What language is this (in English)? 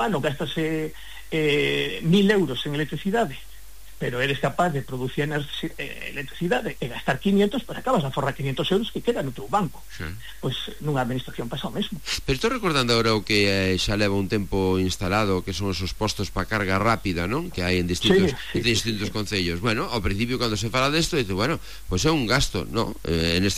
Galician